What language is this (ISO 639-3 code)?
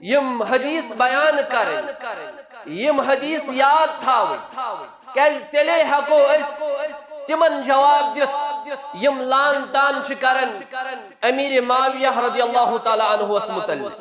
kas